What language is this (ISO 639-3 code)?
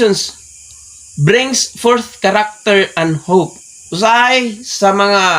ceb